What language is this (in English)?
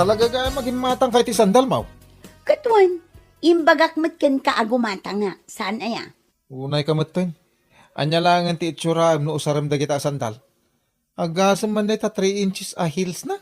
Iloko